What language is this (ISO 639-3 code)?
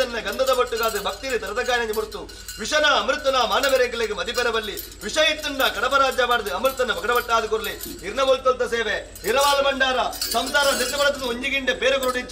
tcy